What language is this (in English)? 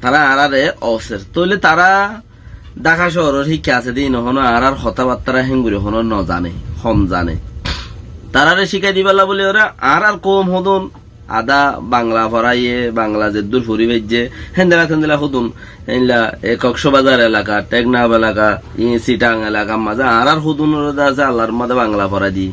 Rohingya